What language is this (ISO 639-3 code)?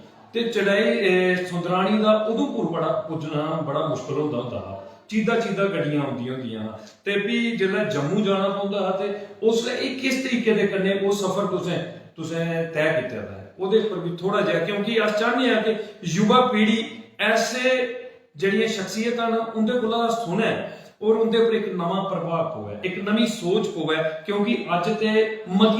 doi